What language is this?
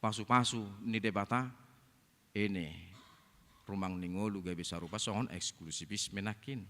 Batak Toba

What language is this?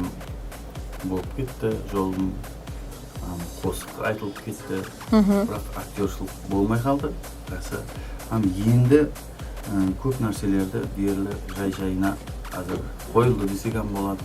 Kara-Kalpak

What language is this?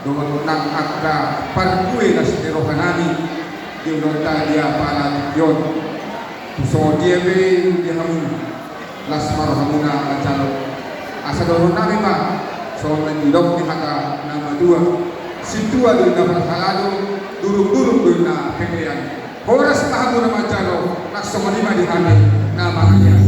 Batak Toba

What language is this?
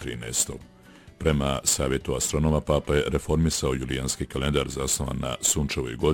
Bosnian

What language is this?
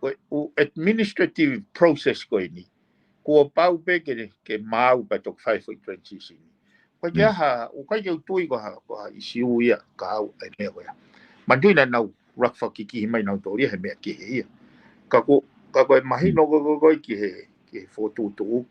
Tongan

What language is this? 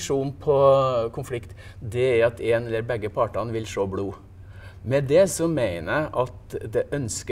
Norwegian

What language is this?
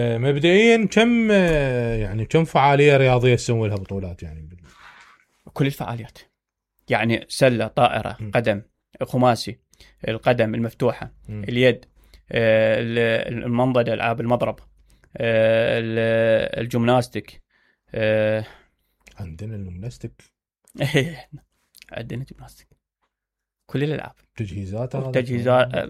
Mesopotamian Arabic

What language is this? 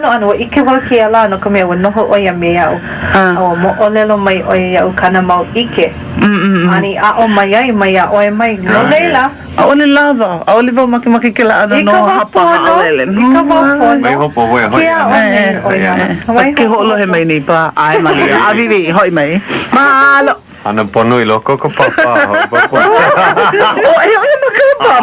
Hawaiian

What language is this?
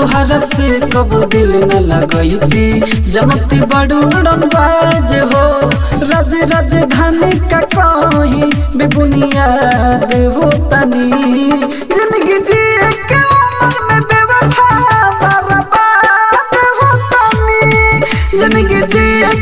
Bhojpuri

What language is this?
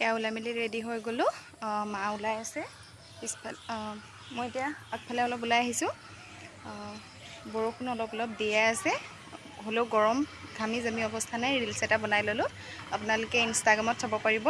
Assamese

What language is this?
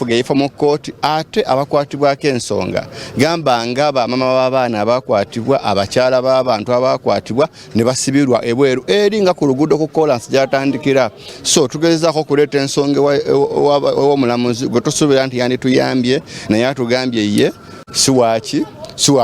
Ganda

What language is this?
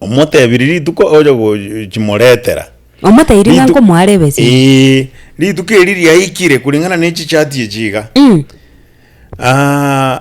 Gusii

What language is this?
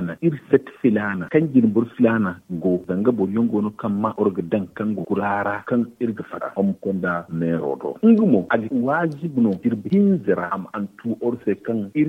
Zarma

